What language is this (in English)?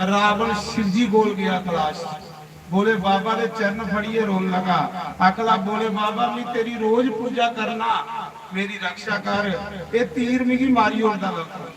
Dogri